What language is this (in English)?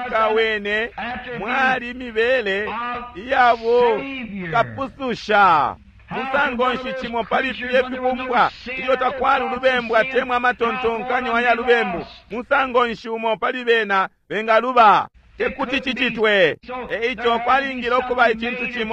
Bemba